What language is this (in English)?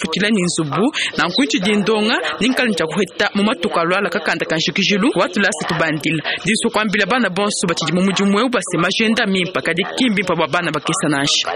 Luba-Lulua